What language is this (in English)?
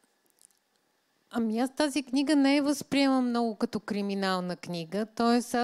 Bulgarian